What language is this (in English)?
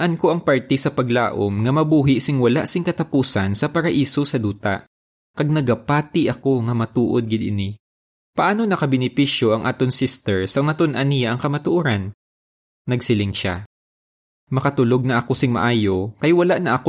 Hiligaynon